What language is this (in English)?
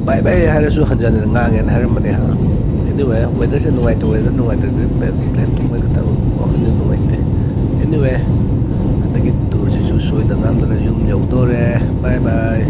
Manipuri